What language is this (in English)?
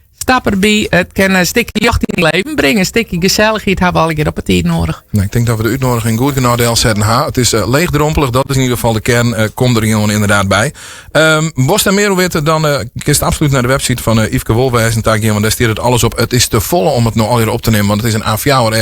Western Frisian